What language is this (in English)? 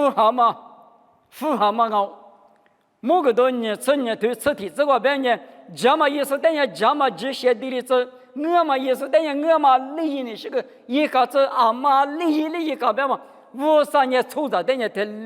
Lisu